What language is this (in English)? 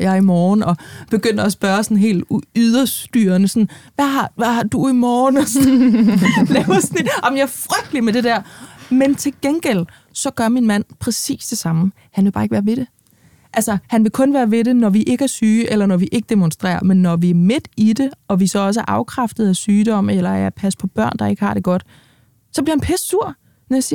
Danish